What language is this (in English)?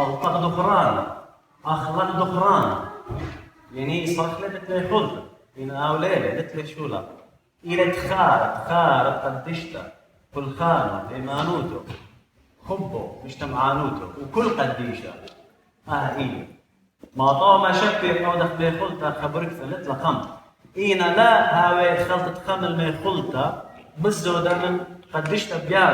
Assyrian Neo-Aramaic